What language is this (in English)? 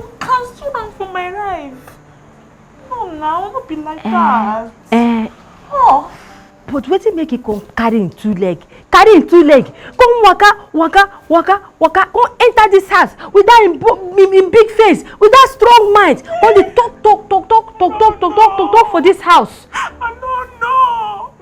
Nigerian Pidgin